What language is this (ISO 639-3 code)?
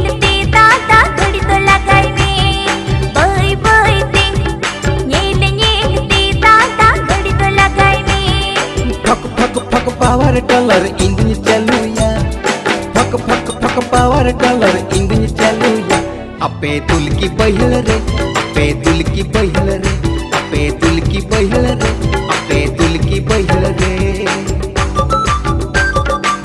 sat